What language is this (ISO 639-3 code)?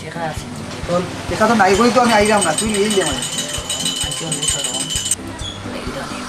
syl